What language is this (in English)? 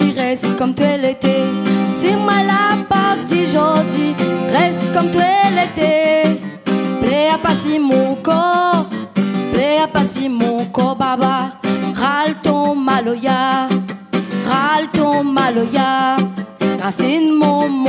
Réunion Creole French